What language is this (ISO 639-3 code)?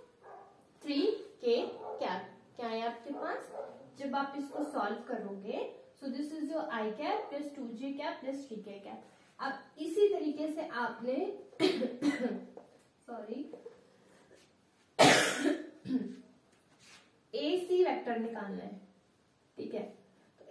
hin